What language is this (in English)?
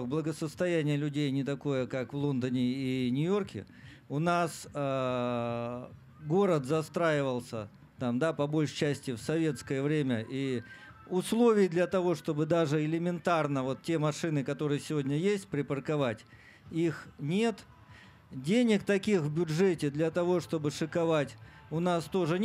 Russian